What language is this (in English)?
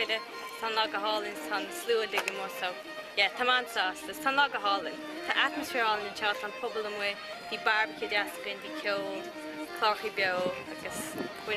Irish